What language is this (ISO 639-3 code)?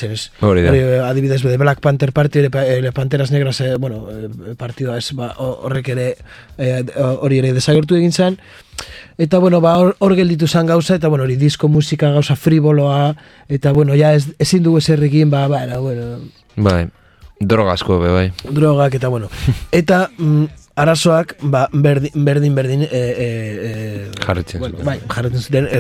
eus